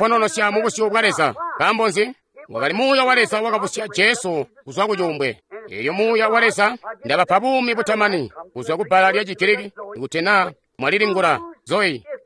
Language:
Tonga (Zambia)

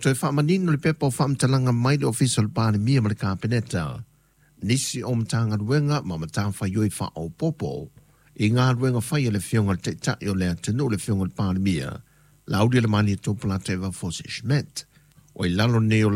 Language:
Samoan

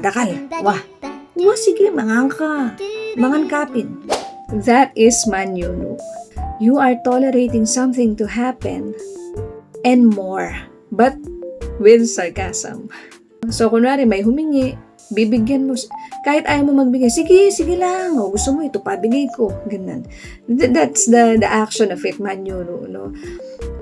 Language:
Pampanga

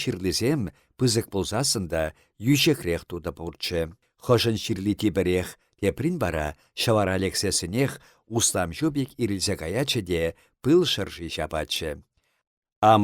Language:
Chuvash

